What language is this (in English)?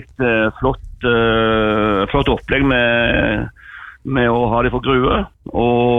Norwegian